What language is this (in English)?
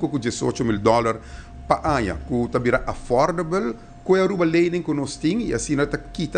Papiamento